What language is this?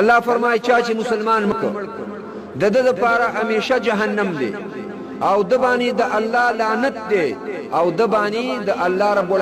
Pashto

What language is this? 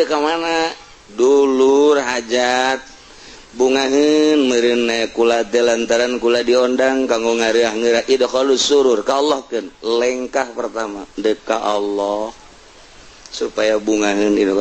Sundanese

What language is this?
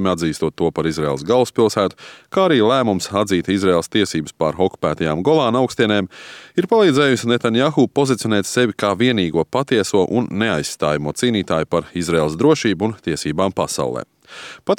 Latvian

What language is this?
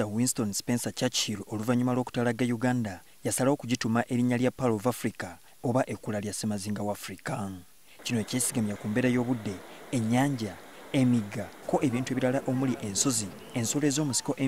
Ganda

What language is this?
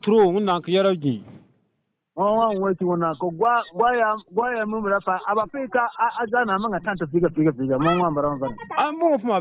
Bissa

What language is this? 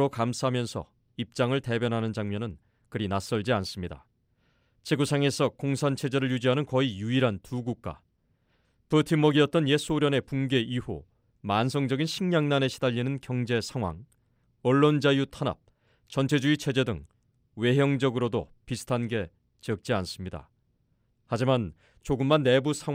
Korean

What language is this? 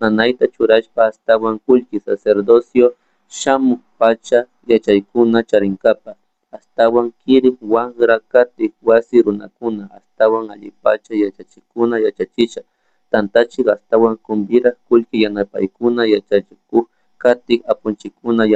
Chimborazo Highland Quichua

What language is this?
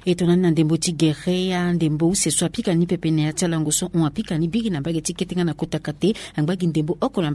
Sango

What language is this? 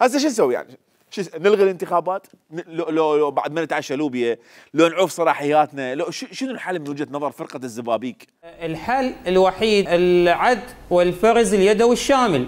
Mesopotamian Arabic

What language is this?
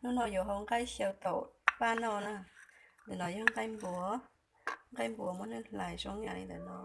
Hmong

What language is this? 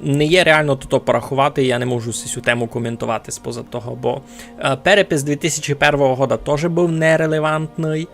Rusyn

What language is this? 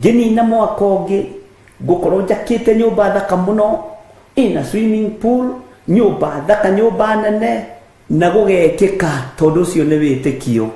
Kikuyu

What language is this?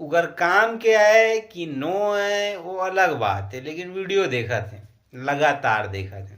Chhattisgarhi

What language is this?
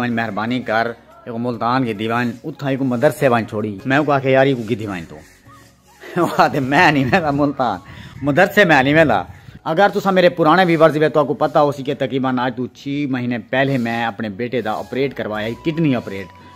Saraiki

